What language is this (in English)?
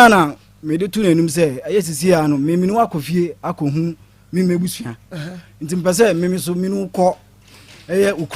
Akan